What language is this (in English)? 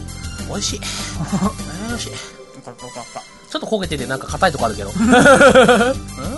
Japanese